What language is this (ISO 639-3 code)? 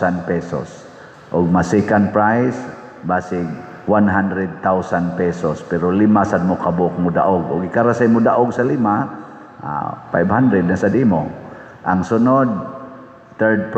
ceb